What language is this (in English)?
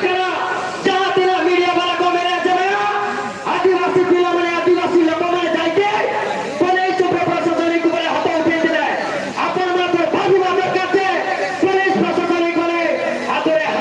Santali